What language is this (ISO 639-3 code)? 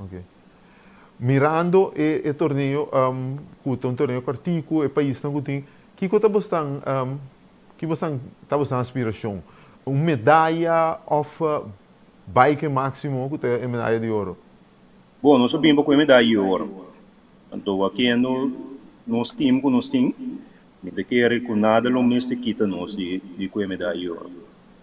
pap